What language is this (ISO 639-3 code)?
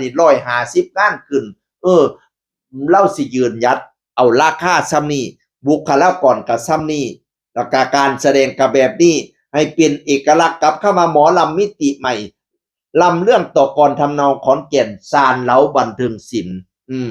tts